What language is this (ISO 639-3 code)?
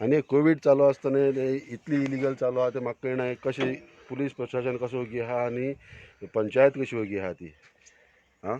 kok